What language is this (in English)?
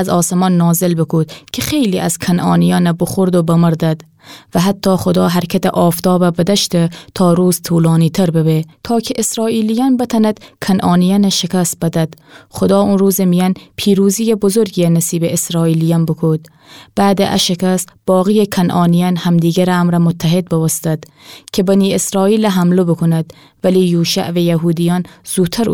Gilaki